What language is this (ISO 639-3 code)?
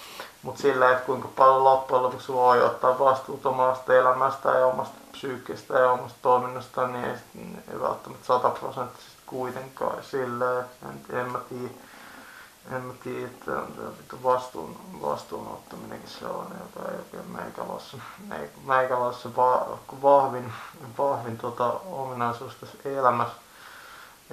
fin